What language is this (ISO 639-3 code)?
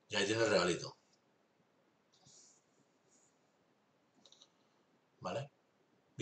spa